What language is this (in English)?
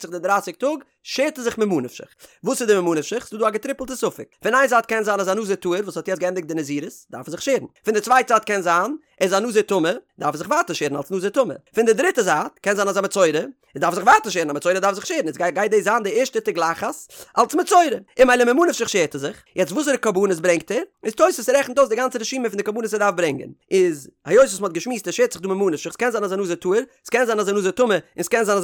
Yiddish